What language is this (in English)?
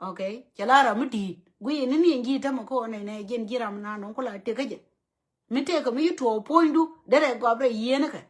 Nuer